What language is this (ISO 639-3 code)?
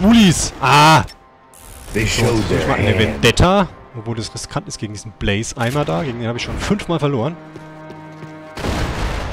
deu